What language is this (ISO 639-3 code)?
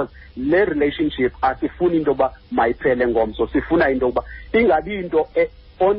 xho